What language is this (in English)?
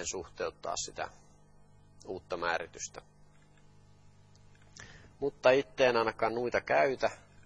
Finnish